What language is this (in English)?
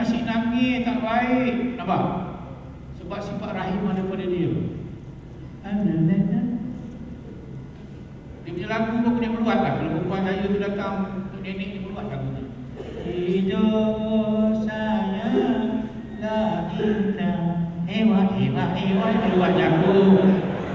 Malay